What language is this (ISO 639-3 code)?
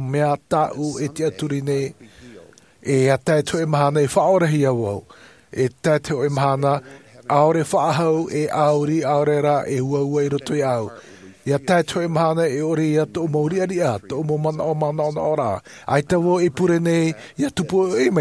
tah